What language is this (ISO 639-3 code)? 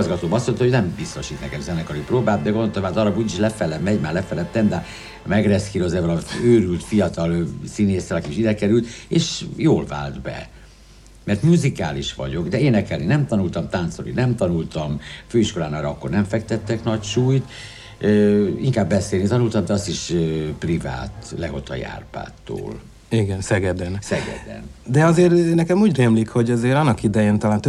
hun